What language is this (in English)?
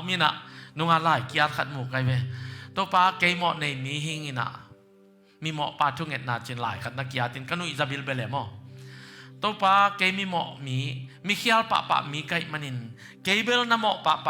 Tedim Chin